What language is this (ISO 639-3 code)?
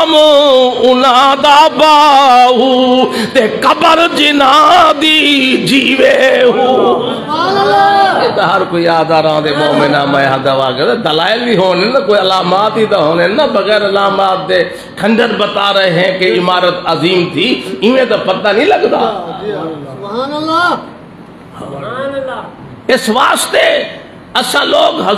skr